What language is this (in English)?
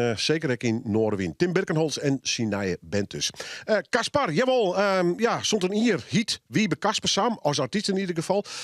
Western Frisian